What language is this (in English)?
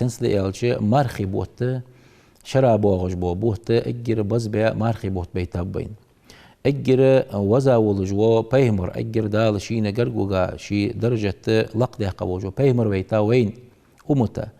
Ingush